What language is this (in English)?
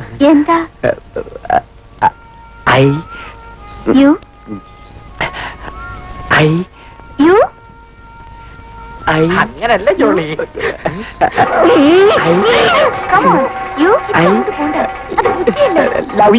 Malayalam